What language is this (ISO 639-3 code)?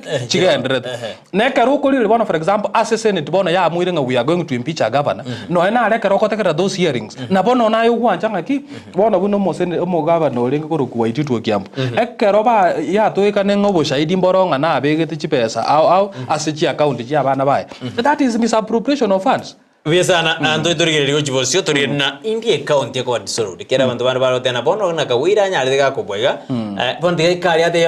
guz